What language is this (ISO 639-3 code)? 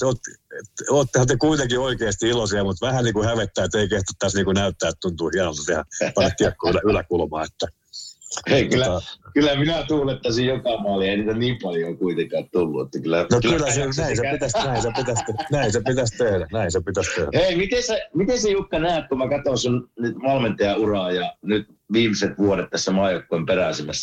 fin